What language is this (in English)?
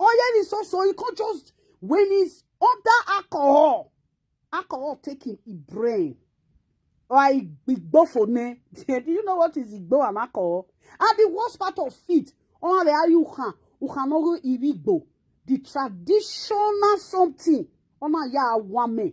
Nigerian Pidgin